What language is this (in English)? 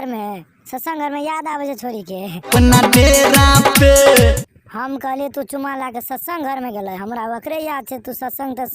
Maithili